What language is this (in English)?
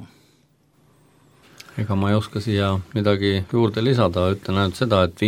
Estonian